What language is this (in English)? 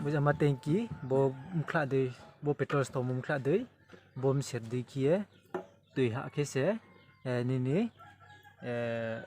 Riang (India)